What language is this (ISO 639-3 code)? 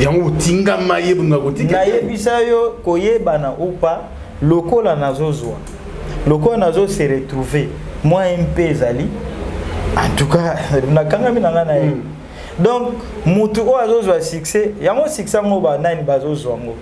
lin